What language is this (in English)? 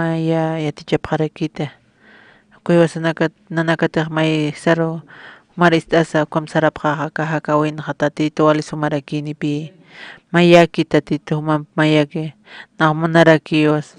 Aymara